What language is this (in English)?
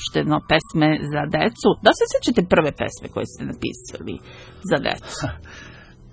Serbian